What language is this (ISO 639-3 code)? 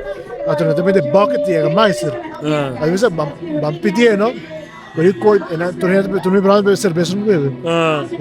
pap